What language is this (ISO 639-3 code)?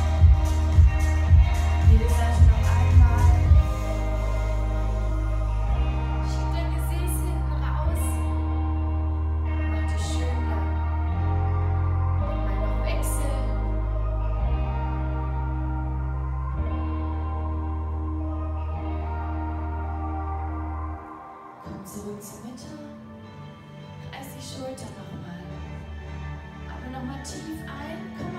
deu